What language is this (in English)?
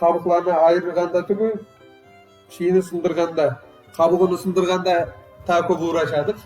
Crimean Tatar